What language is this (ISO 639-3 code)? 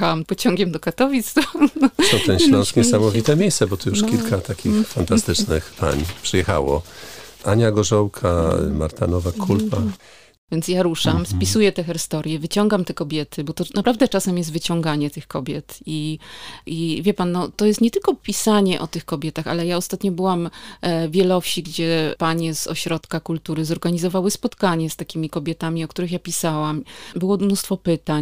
pol